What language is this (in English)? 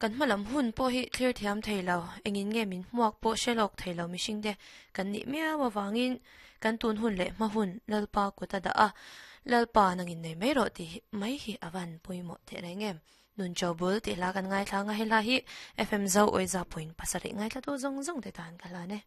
Mizo